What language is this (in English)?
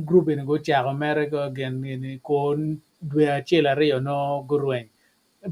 Acoli